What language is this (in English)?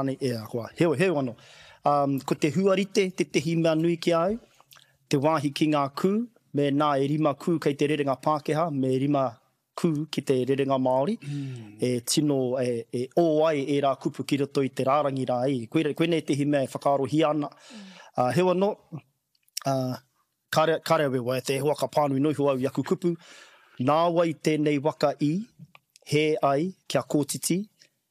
Māori